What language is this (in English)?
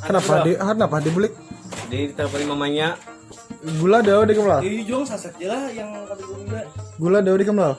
Banjar